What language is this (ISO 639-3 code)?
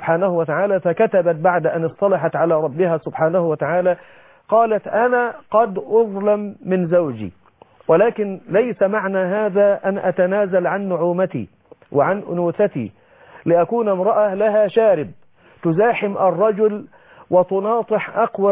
ara